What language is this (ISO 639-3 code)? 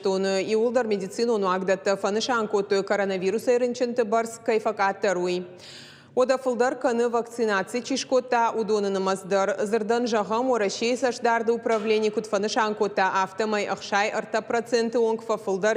oss